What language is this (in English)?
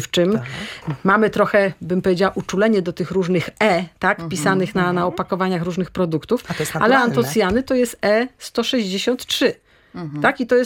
Polish